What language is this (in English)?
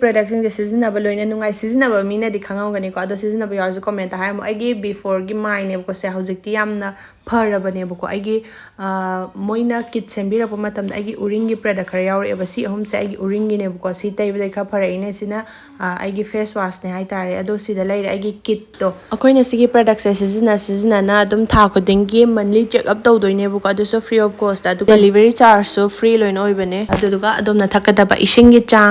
Manipuri